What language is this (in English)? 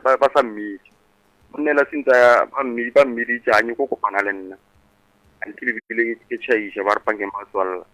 Northern Sotho